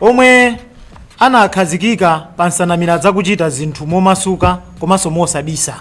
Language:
Nyanja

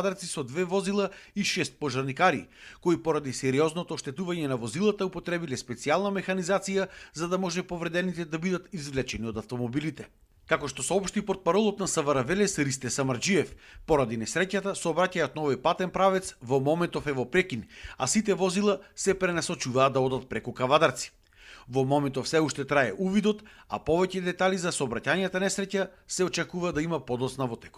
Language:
Macedonian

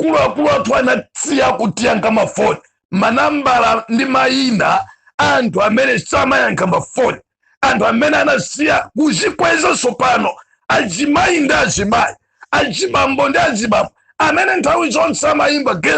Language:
Nyanja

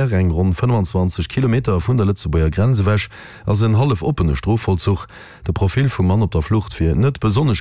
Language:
Luxembourgish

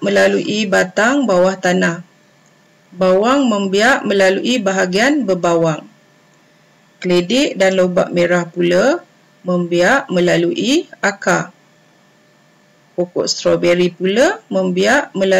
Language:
Malay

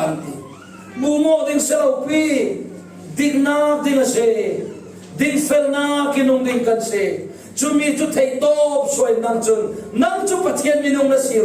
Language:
Falam Chin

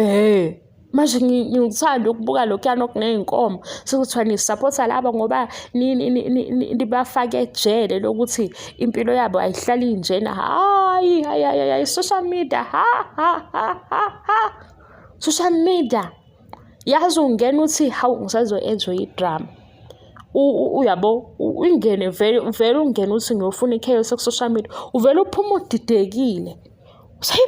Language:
Zulu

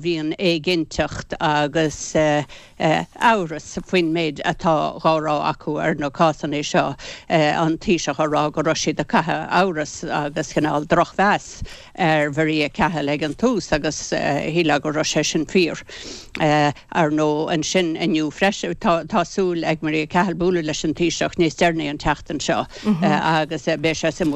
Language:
Irish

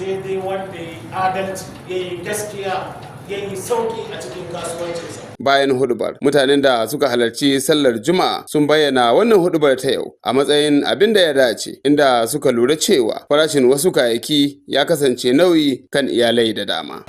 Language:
Hausa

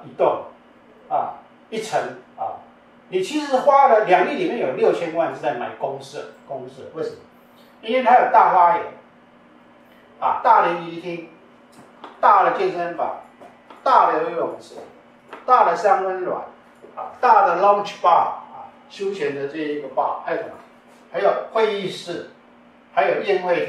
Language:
Chinese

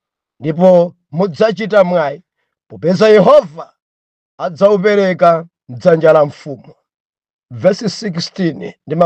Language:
Nyanja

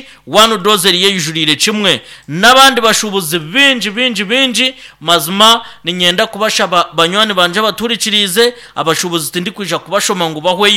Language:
Nyankole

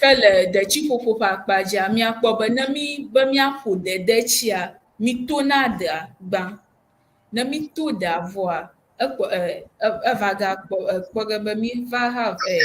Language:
Ewe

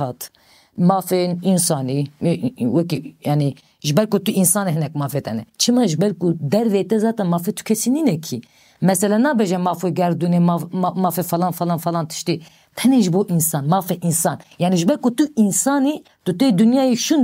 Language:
Kurdish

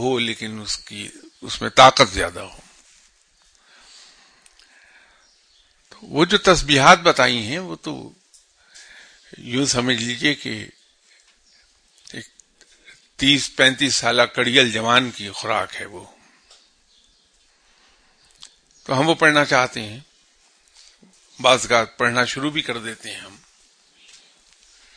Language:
Urdu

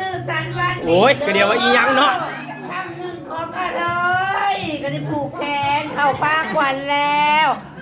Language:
Northeastern Thai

